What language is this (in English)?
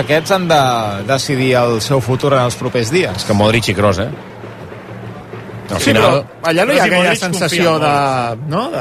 Catalan